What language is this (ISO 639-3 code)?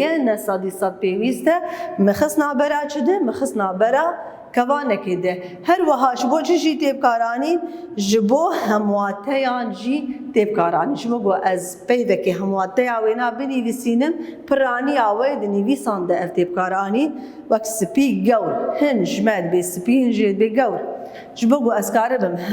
kur